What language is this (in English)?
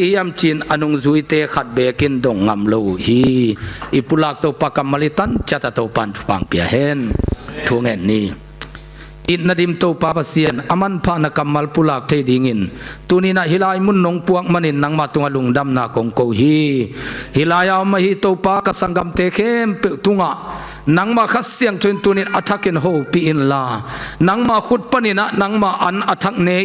Tedim Chin